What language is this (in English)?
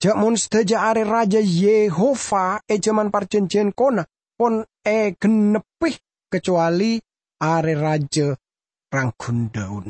Madurese